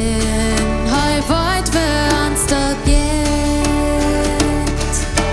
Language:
Plautdietsch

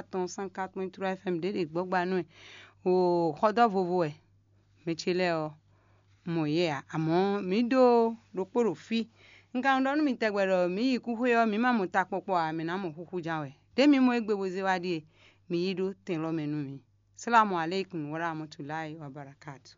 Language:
Fon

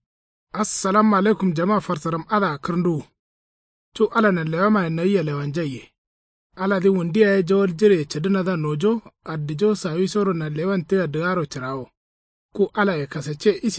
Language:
Kanuri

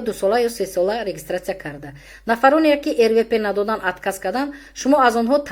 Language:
Tajik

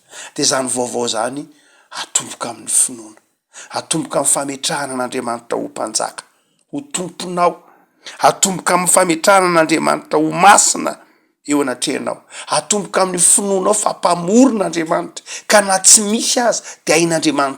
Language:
Malagasy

